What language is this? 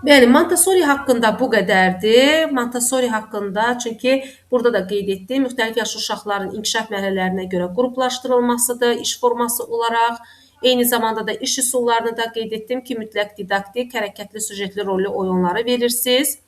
Azerbaijani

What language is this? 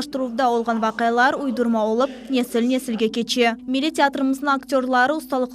Crimean Tatar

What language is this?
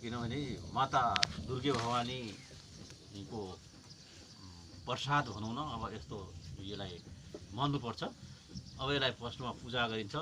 Nepali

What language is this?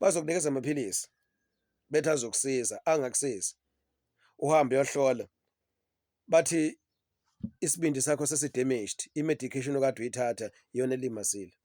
Zulu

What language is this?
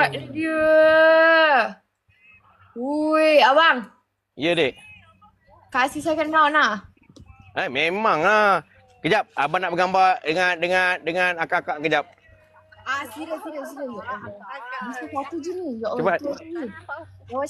Malay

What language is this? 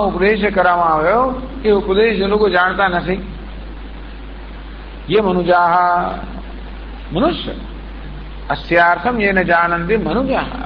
Gujarati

